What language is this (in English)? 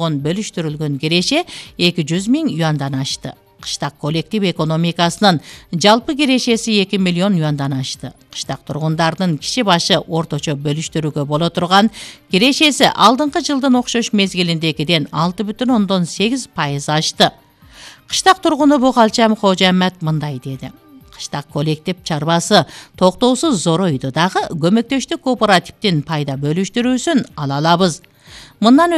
Kyrgyz